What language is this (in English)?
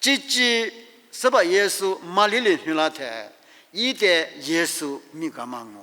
Lisu